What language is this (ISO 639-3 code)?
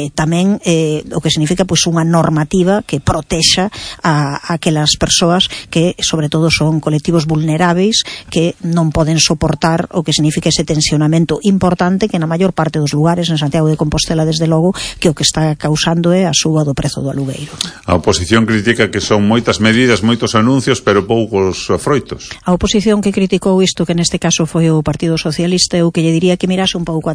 glg